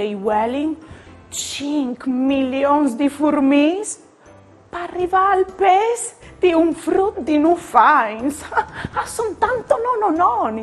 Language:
Friulian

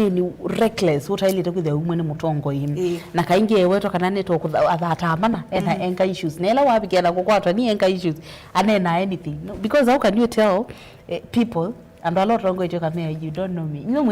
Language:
Kamba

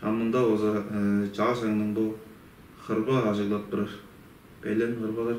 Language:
Tuvinian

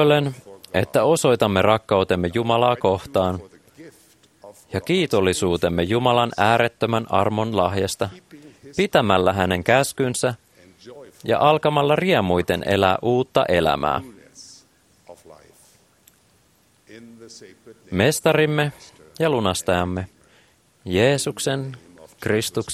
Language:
Finnish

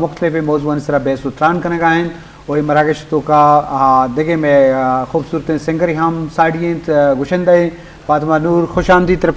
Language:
Eastern Balochi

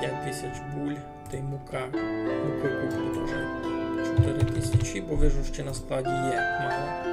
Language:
Rusyn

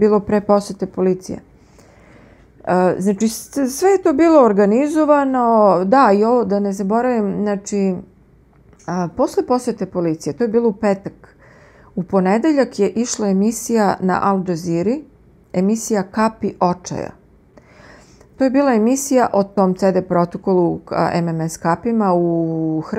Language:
Serbian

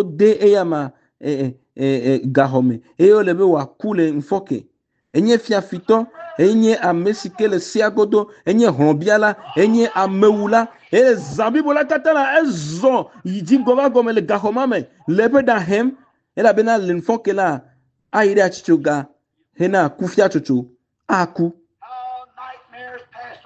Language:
Ewe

